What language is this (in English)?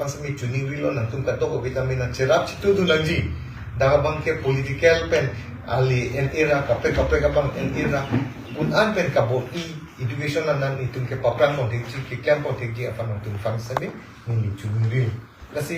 Karbi